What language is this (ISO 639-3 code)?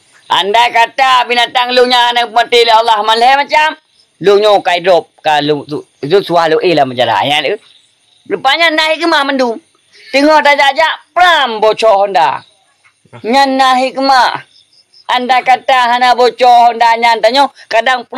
ace